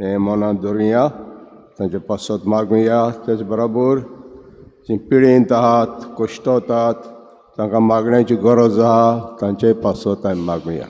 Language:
Konkani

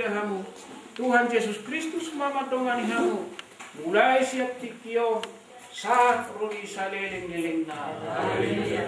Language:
Batak Toba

